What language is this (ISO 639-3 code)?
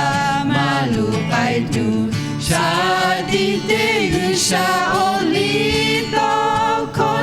lhu